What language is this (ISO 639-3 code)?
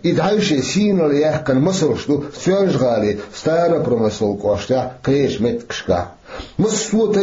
che